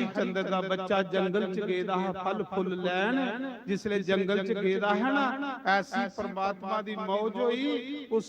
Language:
Dogri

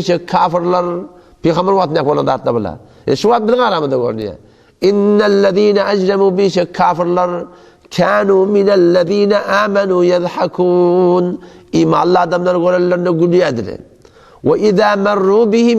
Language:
Turkmen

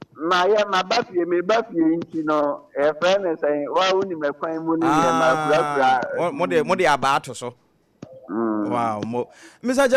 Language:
Akan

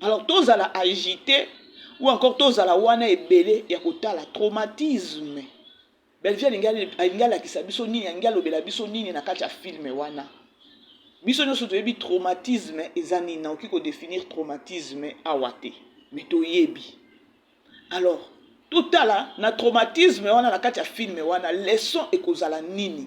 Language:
Lingala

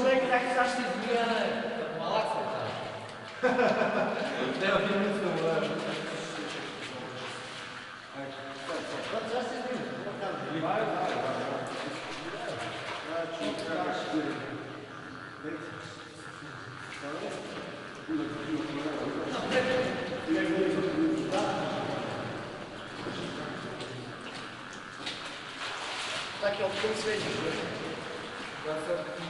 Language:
Bulgarian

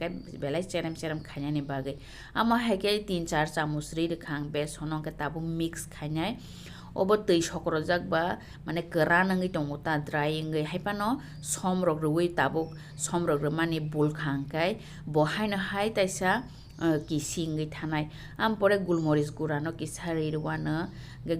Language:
Kok Borok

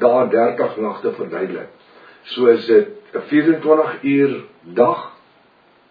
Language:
Afrikaans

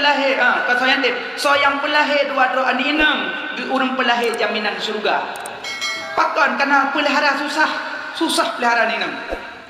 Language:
Achinese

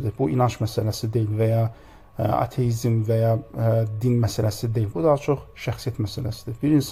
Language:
Azerbaijani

